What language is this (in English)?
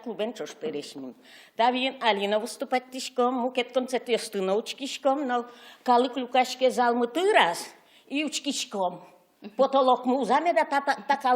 Udmurt